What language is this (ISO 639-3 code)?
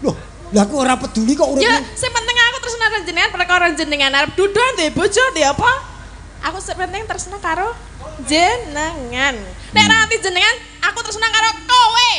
jav